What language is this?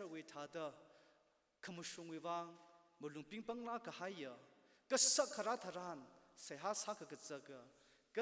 Tangkhul Naga (India)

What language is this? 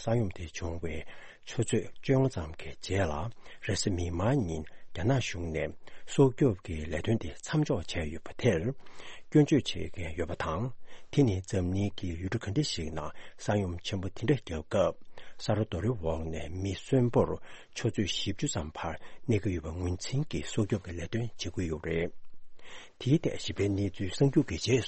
Tibetan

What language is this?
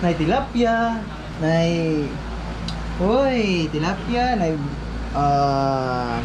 Cebuano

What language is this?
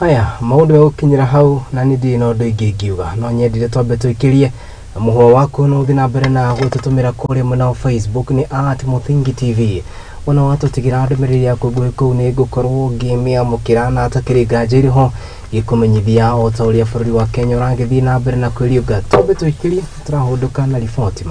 Kikuyu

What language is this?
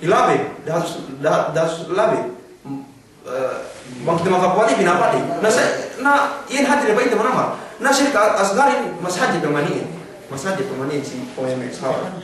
Yakan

